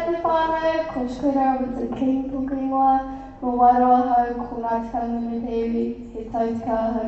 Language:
Māori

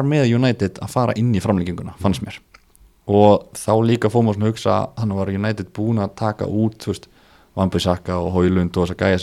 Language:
Icelandic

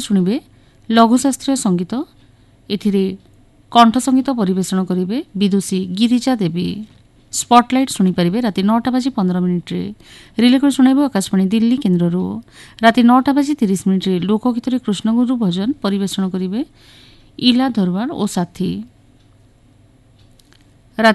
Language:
Odia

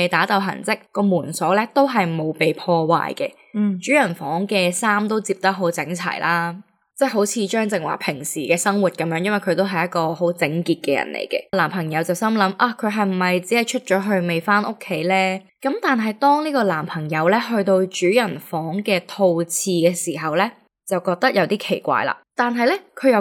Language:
Cantonese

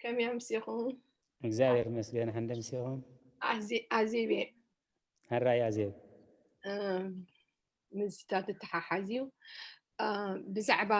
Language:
Tigrinya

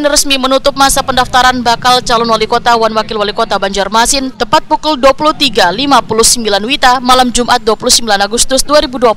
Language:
Banjar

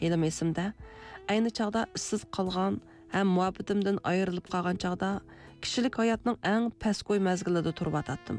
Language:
Uyghur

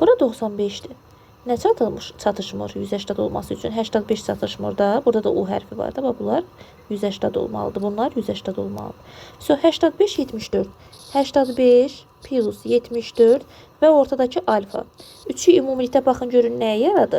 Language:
Azerbaijani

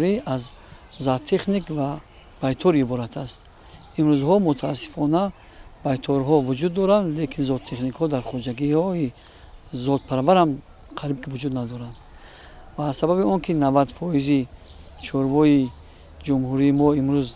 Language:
Tajik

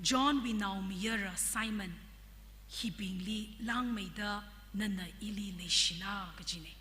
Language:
Tangkhul Naga (India)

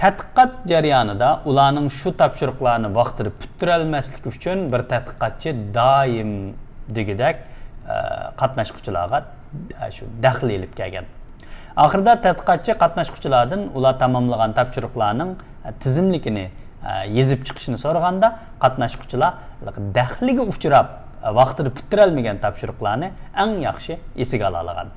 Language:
Uyghur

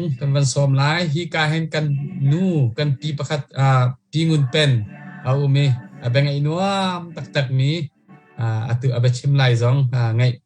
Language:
Hakha Chin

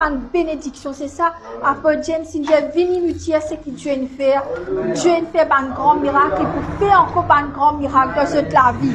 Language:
Morisyen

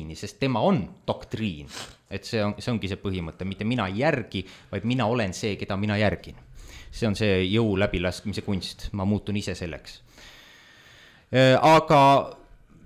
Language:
Estonian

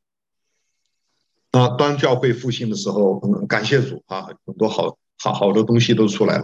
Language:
Chinese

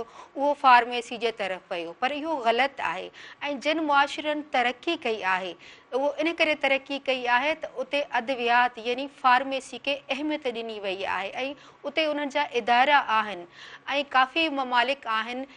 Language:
Sindhi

